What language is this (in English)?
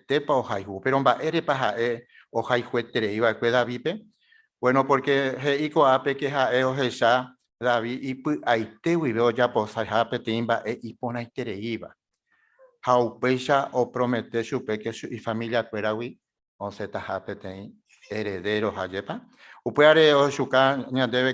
Guarani